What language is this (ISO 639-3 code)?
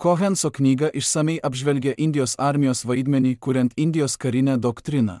lit